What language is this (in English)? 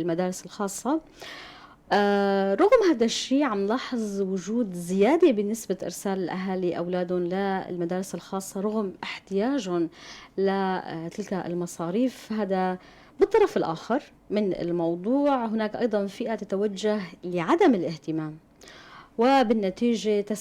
North Levantine Arabic